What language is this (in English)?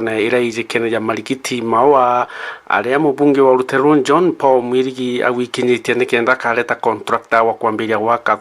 Meru